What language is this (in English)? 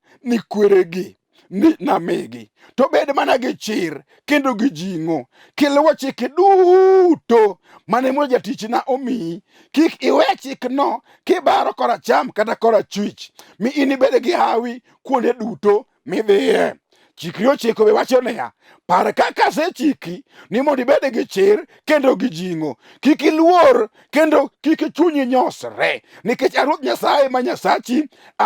Luo (Kenya and Tanzania)